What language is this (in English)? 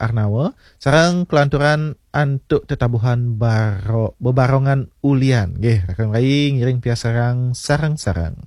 Balinese